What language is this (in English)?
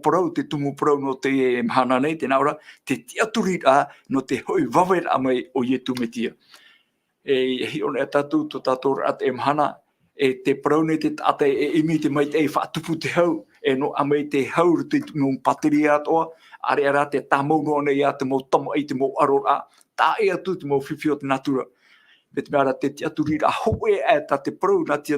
Tahitian